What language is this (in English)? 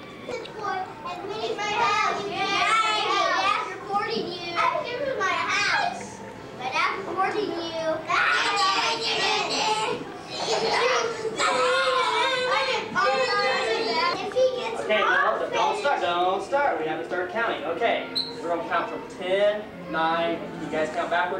English